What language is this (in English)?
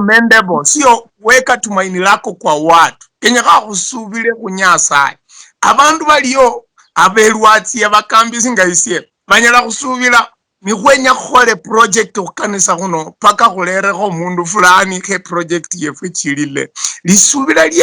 Luyia